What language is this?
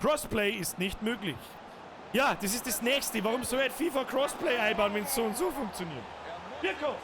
Bavarian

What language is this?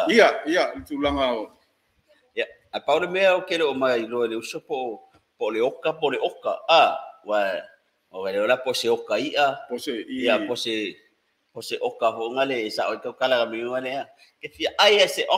Samoan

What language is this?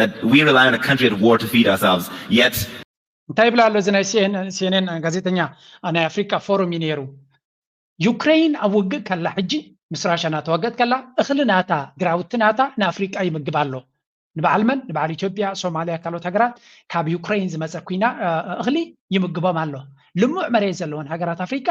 Tigrinya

